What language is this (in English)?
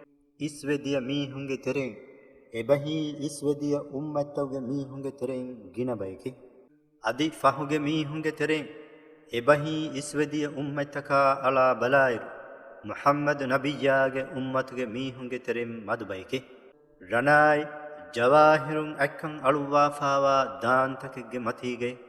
Divehi